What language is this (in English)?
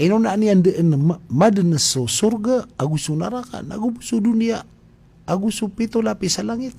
Maranao